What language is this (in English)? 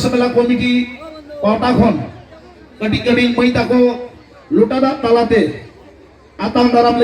Santali